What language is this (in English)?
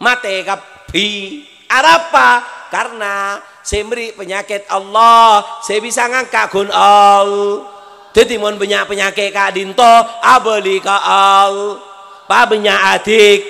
Madurese